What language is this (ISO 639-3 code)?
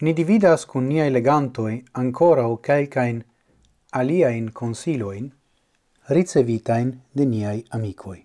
epo